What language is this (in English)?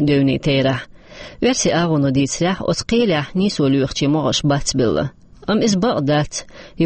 Chechen